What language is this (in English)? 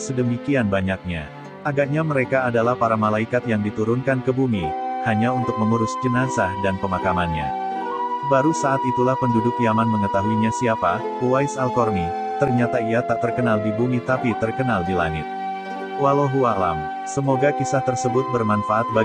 Indonesian